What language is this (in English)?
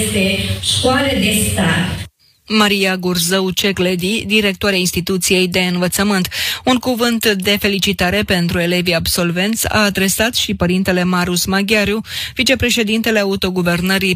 Romanian